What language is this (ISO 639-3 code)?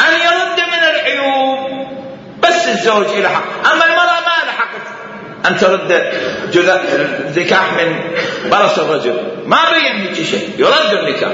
acm